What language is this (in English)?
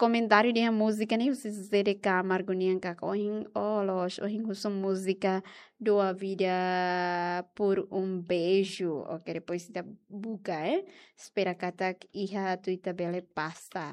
Tetum